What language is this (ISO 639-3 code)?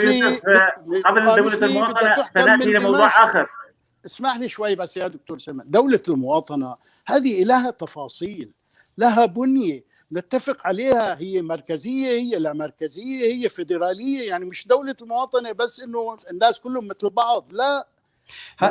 apc